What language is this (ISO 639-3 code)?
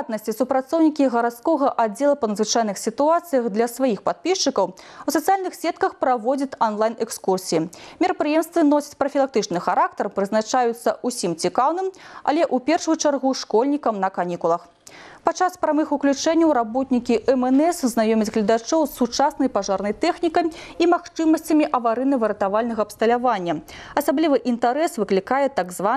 bel